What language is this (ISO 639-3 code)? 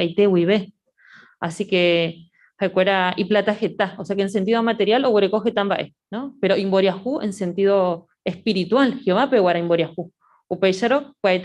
grn